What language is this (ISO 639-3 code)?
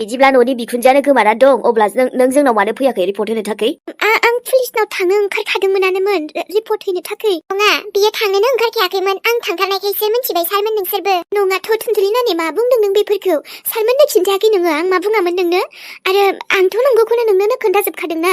brx